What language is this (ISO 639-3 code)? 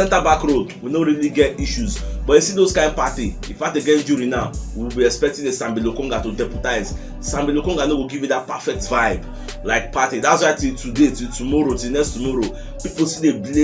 pcm